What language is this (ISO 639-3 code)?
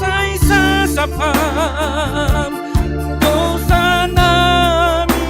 bts